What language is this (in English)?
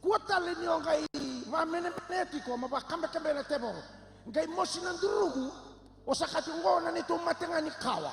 Fijian